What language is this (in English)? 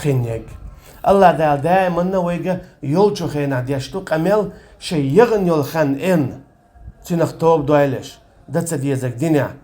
Chechen